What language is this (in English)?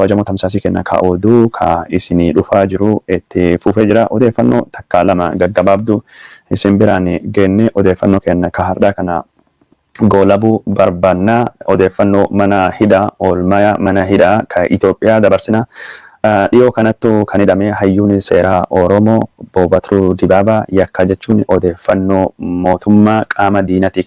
Oromo